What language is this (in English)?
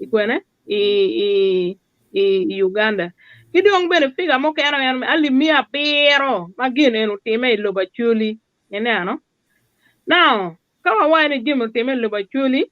Acoli